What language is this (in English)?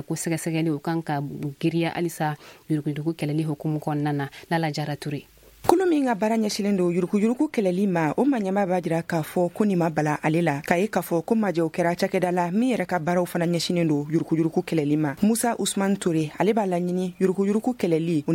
Bambara